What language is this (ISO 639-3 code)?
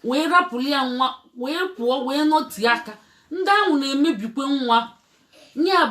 ibo